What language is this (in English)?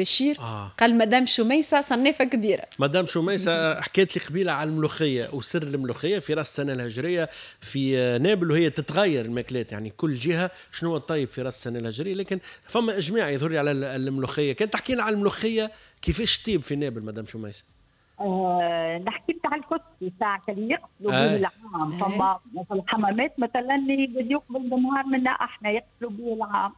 Tunisian Arabic